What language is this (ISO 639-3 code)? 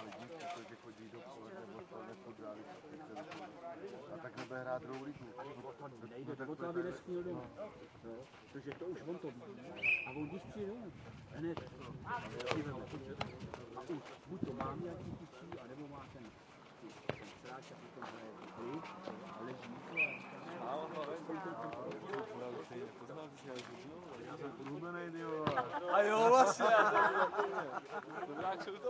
ces